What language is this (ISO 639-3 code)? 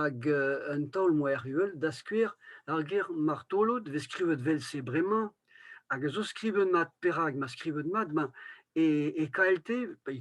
bre